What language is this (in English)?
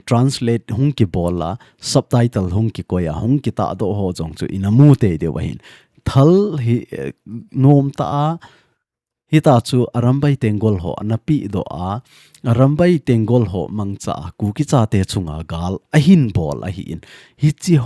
Thado Chin